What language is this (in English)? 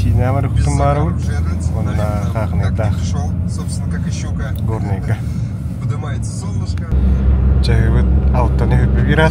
Yakut